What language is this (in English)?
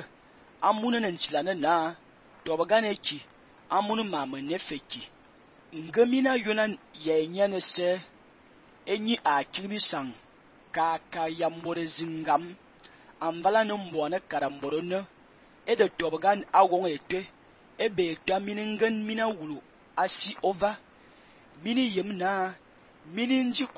Fang